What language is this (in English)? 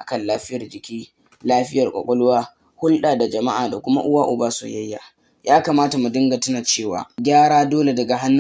Hausa